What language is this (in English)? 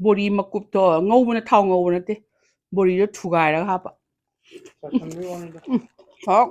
Manipuri